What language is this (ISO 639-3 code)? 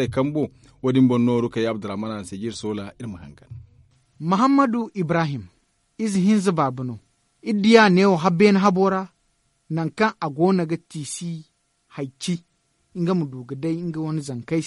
dje